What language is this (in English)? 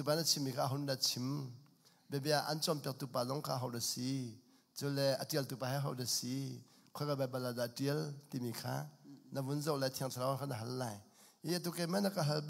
Hakha Chin